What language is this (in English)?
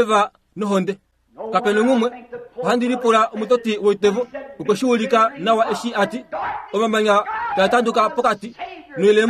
Kuanyama